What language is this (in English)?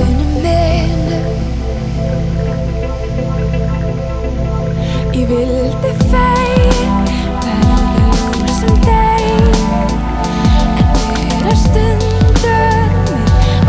Icelandic